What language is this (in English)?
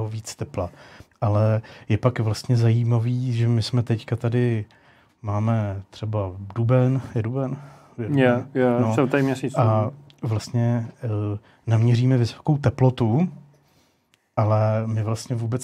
Czech